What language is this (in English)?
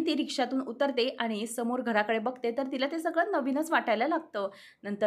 Marathi